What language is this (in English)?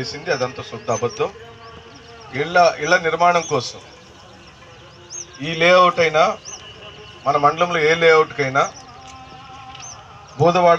Telugu